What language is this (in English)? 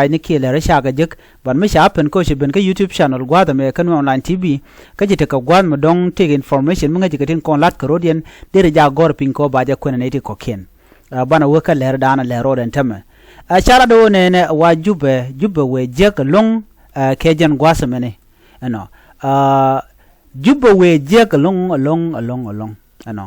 Nuer